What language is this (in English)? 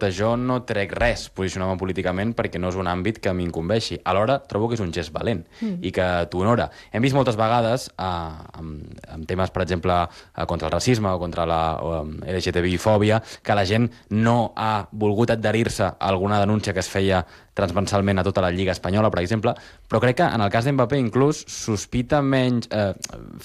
Catalan